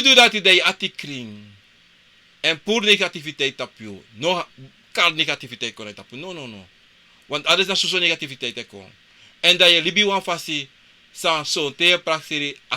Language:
Sranan Tongo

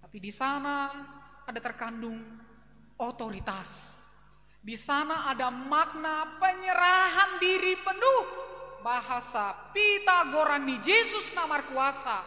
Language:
Batak Simalungun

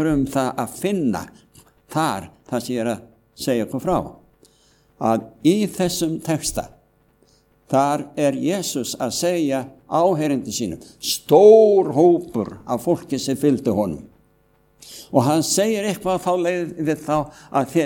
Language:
Icelandic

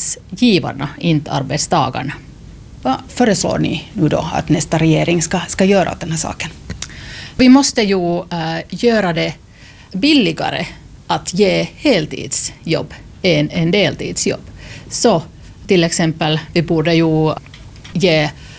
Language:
Swedish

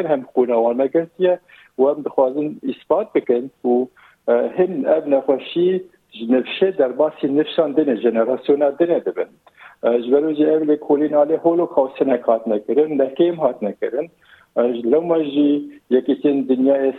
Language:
Kurdish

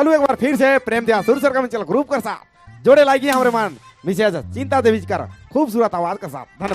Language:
Sadri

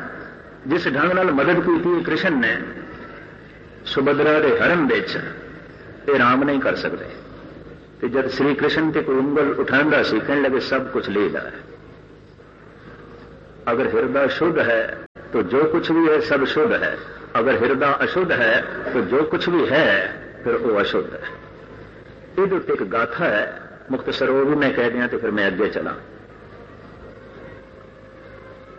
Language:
Punjabi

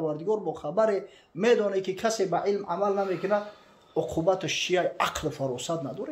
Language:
Tajik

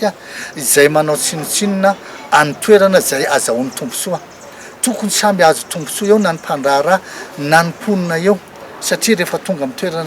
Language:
Malagasy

